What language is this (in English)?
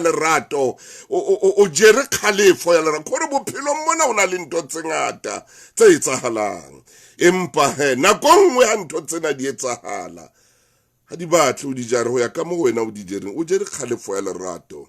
Southern Sotho